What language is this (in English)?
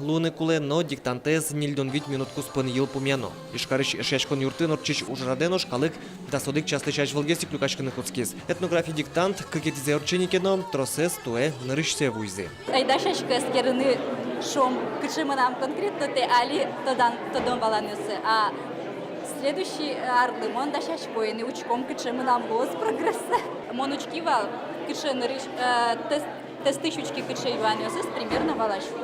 Udmurt